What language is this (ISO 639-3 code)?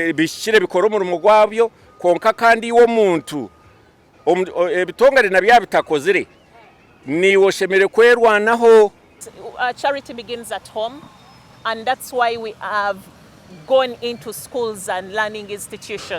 nyn